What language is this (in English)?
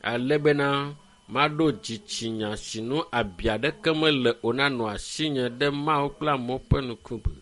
Ewe